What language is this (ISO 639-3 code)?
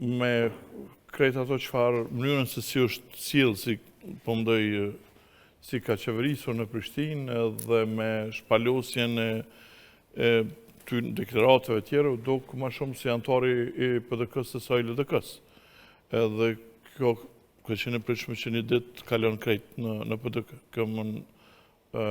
sqi